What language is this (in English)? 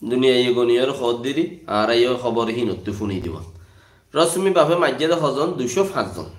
Rohingya